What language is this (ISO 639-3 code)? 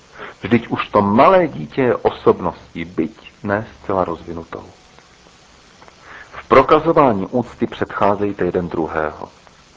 ces